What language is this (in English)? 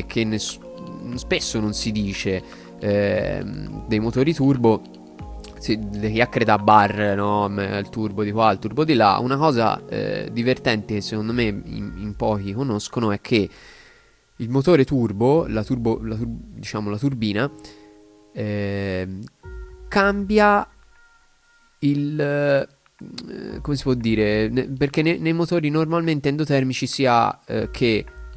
Italian